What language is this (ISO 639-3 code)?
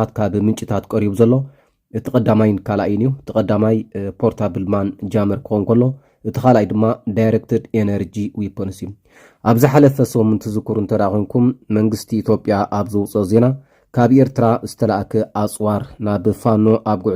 tir